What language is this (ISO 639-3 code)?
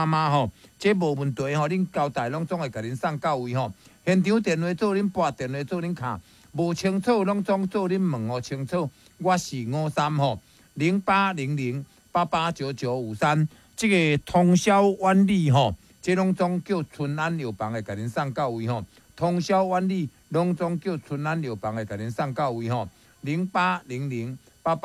nan